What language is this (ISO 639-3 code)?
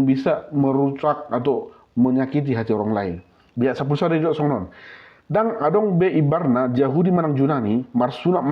bbc